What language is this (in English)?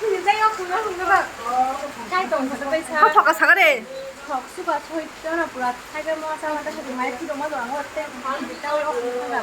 Kok Borok